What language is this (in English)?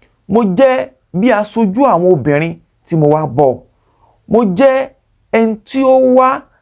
Yoruba